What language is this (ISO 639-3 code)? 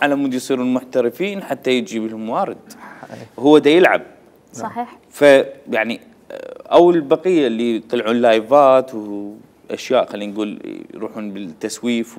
acm